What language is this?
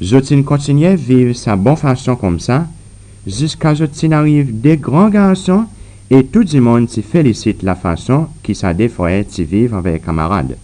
Seselwa Creole French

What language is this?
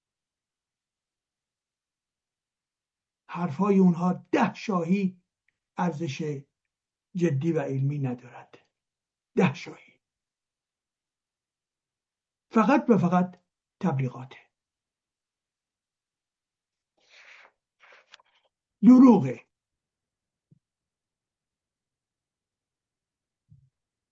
Persian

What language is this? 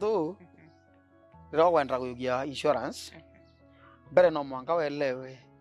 Meru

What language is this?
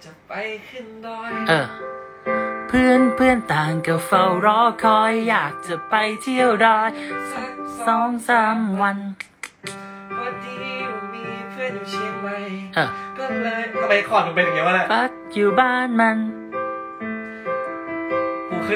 Thai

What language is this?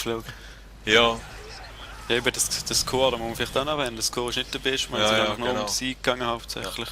Swiss German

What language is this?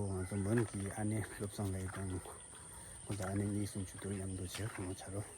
Tibetan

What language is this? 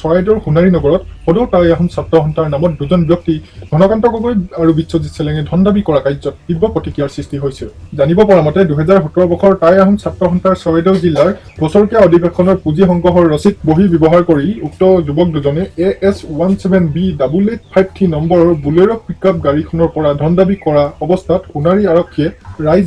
Assamese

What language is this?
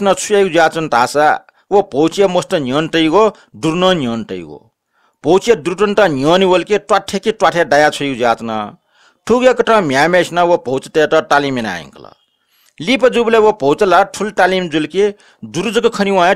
Newari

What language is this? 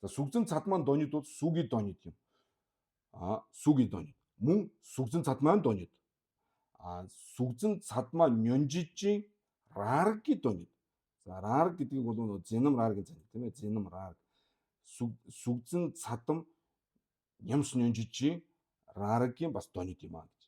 Mongolian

